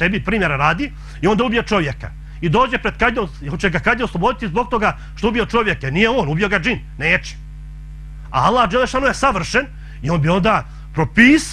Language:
Bosnian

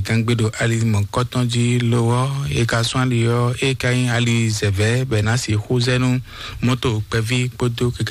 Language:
Fon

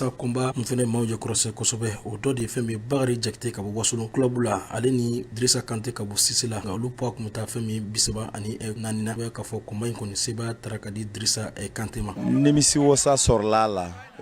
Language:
Bambara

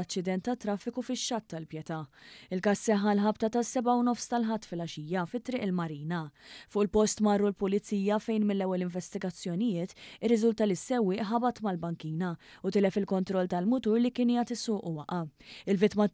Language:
Maltese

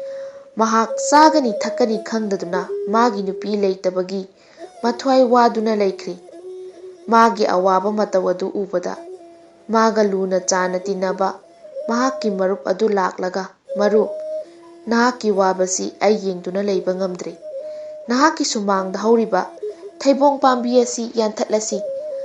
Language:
Manipuri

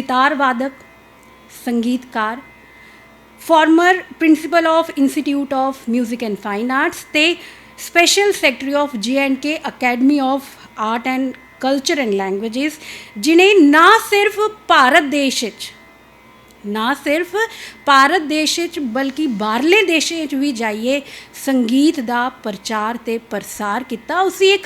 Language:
Dogri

